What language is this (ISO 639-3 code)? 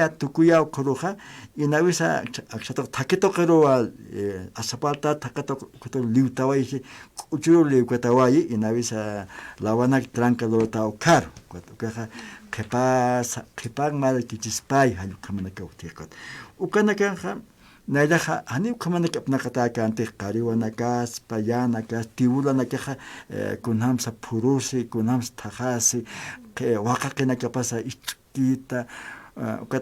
aym